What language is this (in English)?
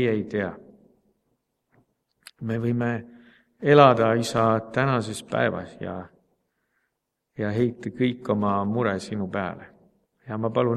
Estonian